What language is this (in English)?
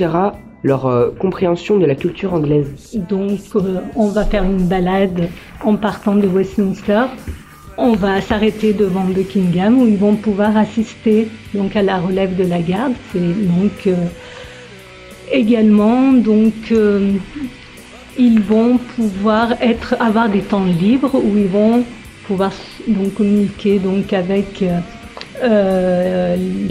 French